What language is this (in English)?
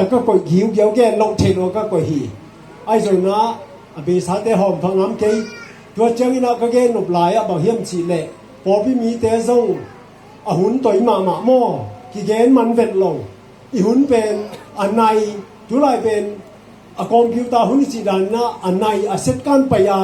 Tedim Chin